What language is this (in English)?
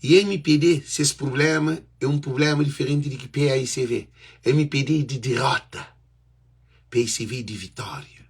Kabuverdianu